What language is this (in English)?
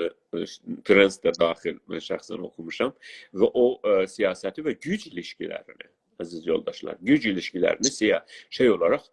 South Azerbaijani